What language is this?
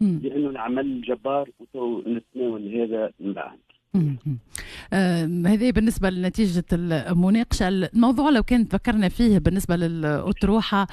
Tunisian Arabic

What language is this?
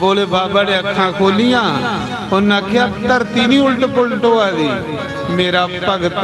Dogri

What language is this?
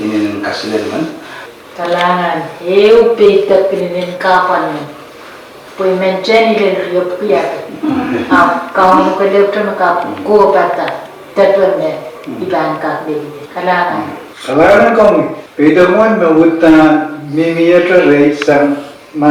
Pohnpeian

